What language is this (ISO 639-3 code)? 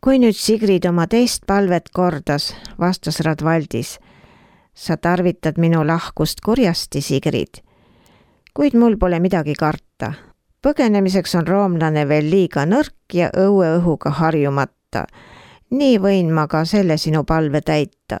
est